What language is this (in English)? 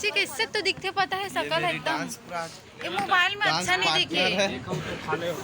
Chhattisgarhi